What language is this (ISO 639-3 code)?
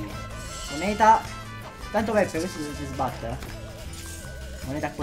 ita